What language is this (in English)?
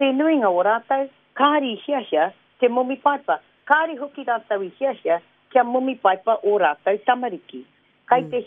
Māori